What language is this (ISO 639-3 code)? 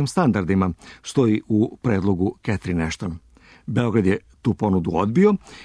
srp